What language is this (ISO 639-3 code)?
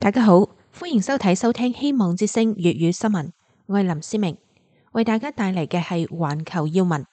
yue